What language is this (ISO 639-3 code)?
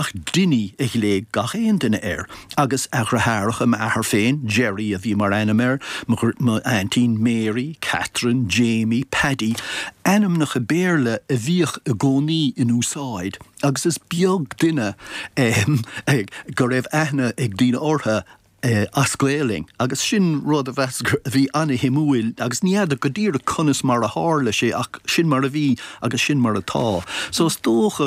gle